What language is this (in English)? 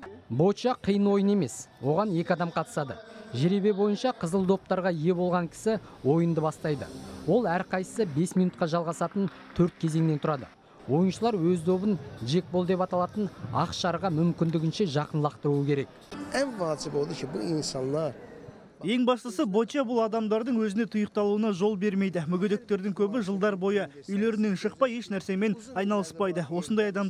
Kazakh